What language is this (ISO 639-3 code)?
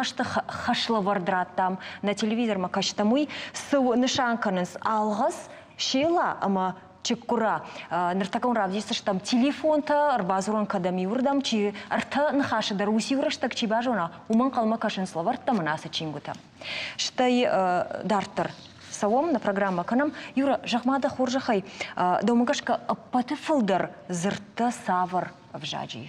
oss